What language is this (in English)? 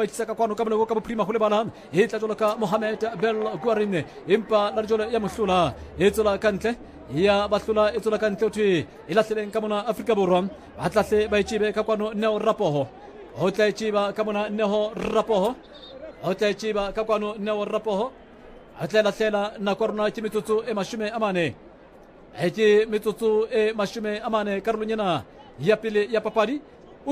Southern Sotho